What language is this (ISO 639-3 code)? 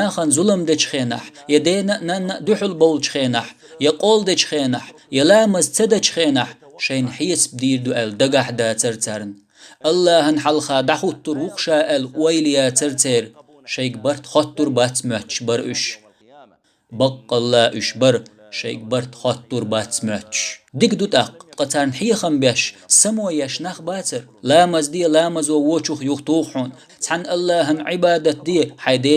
che